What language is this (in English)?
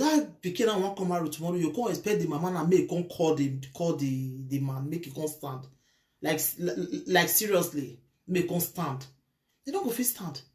Nigerian Pidgin